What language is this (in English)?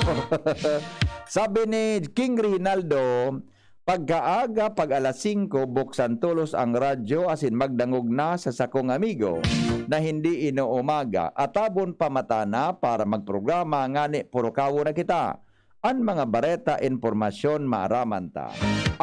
Bikol